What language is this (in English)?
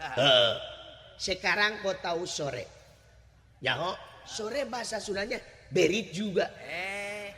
Sundanese